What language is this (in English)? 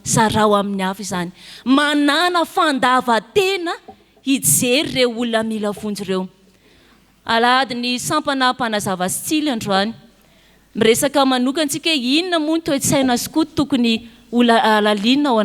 Malagasy